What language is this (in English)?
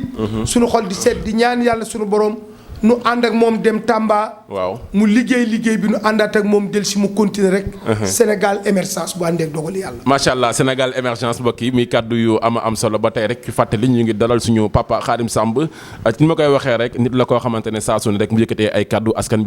Wolof